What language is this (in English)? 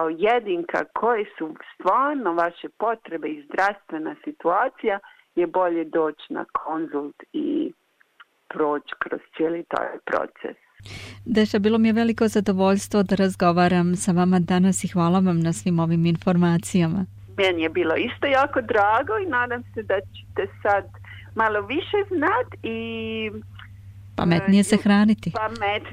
Croatian